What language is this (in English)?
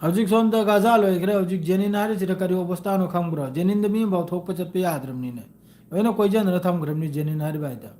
Manipuri